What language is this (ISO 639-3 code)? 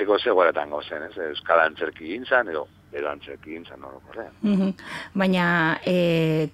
eus